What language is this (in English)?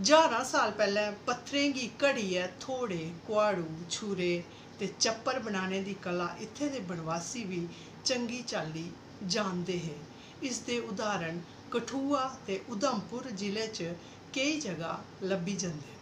Dogri